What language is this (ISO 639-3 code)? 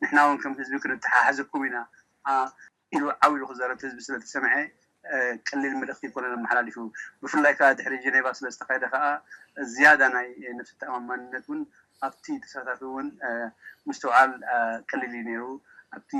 tir